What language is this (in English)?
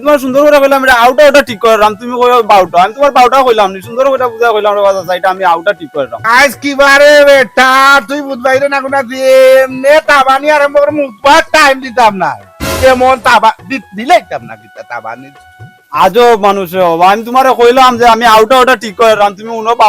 Sylheti